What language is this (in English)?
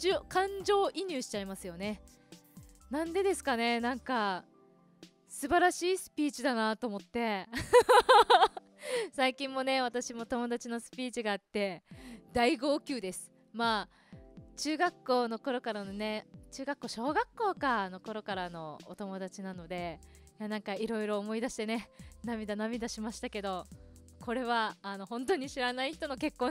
Japanese